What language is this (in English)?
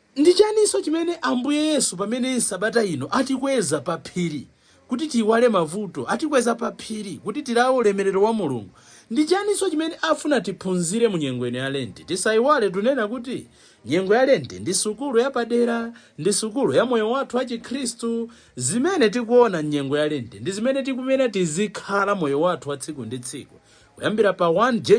Nyanja